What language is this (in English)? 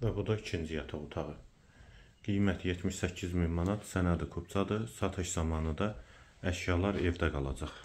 Azerbaijani